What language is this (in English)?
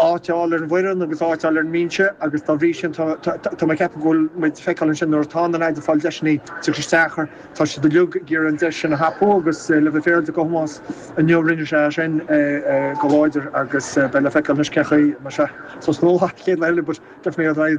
Irish